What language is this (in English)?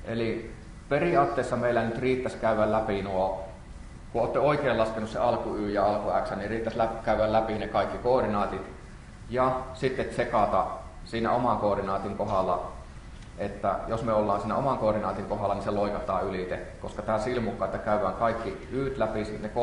Finnish